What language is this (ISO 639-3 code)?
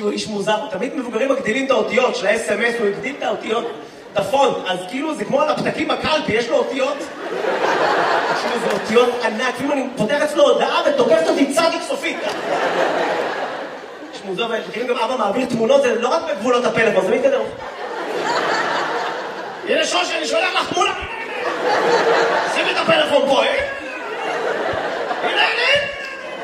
heb